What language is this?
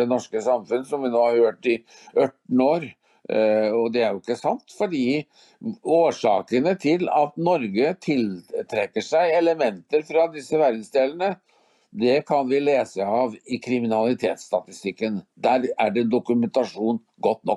Norwegian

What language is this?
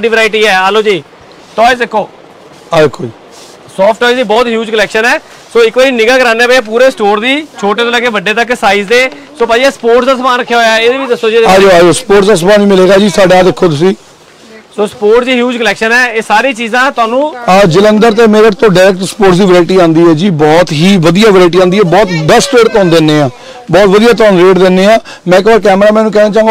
Punjabi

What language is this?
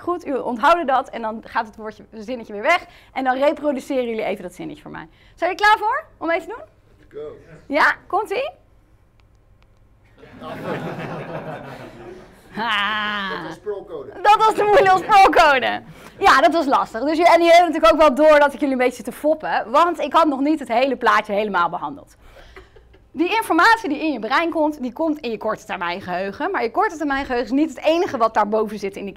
Dutch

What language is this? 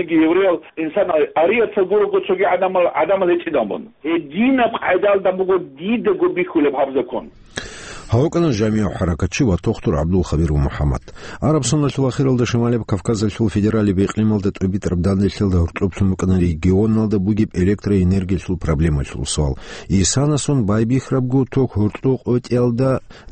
Avaric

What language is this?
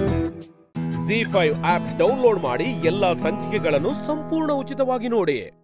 Kannada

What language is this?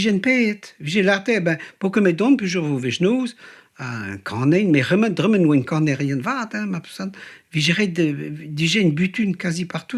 Breton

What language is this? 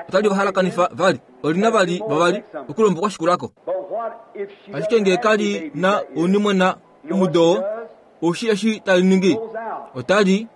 Kuanyama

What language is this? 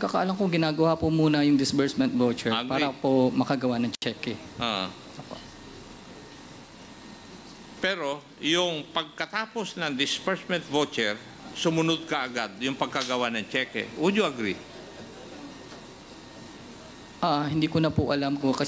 Filipino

